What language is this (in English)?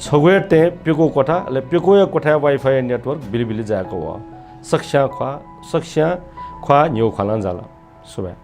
Newari